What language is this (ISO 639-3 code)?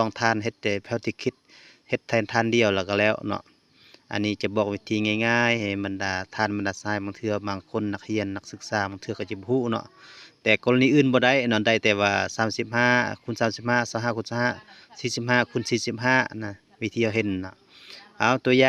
lao